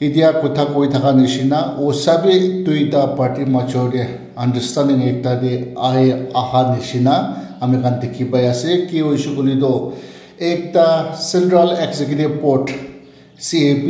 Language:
Naga Pidgin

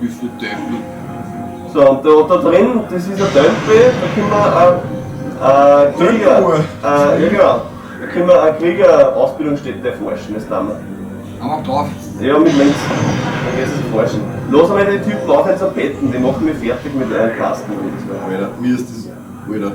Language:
Bavarian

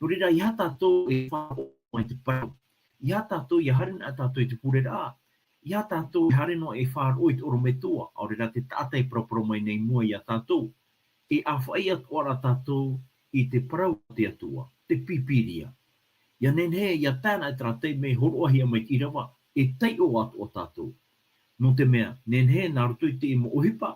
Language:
Tahitian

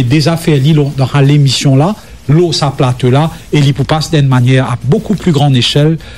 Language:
Morisyen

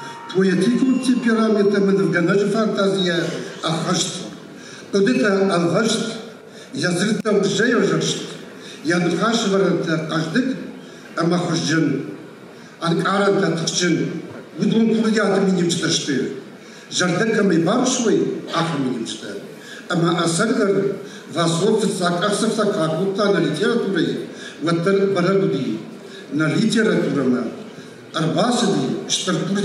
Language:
Ossetic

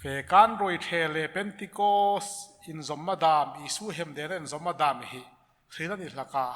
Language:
Hmar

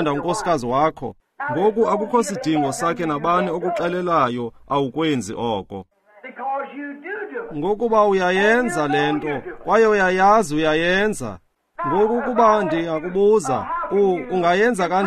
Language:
Xhosa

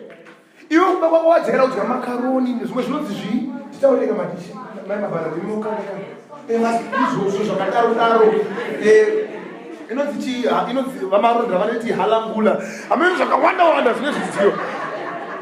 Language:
Shona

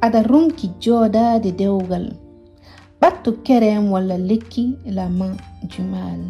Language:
Fula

